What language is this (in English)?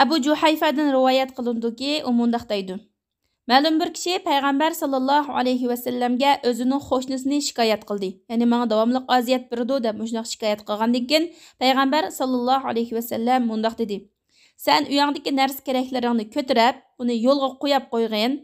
Uyghur